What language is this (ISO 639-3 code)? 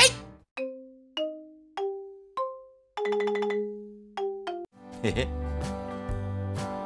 jpn